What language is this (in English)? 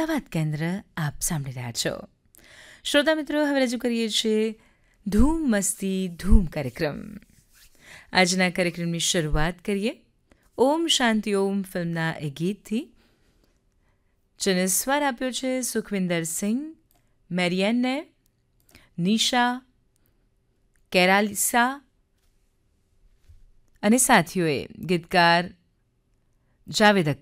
Gujarati